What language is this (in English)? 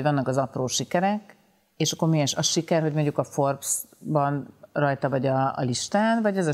Hungarian